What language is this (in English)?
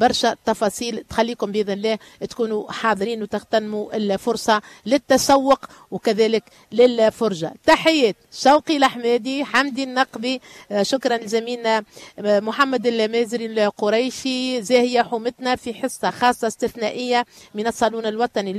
Tunisian Arabic